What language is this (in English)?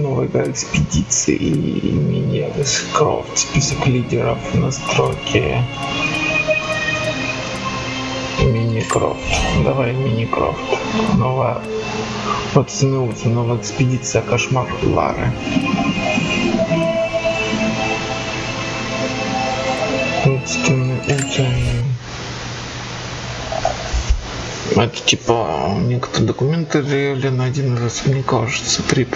Russian